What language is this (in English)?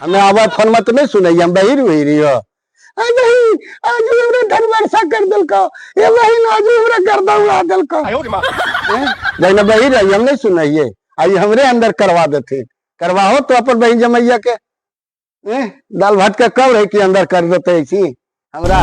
Magahi